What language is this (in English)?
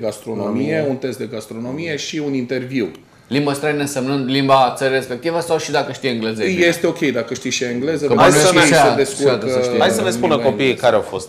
Romanian